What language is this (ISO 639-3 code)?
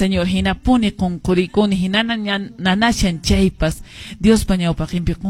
que